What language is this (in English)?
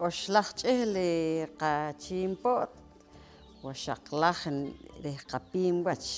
Poqomchi'